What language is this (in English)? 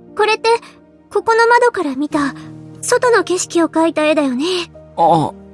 Japanese